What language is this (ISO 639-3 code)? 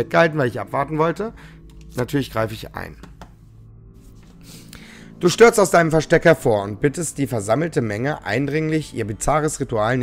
deu